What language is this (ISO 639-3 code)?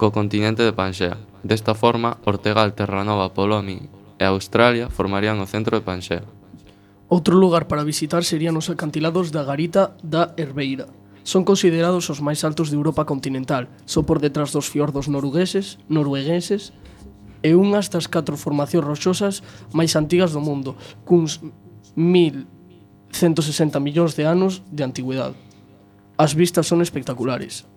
glg